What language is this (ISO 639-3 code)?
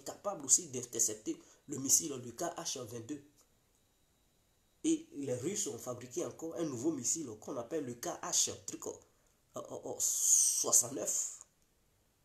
fra